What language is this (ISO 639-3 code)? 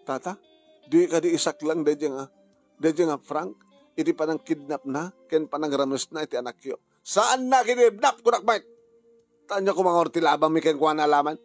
ilo